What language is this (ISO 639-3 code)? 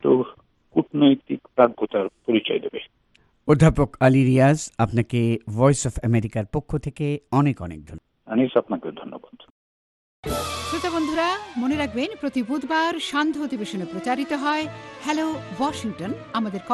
ben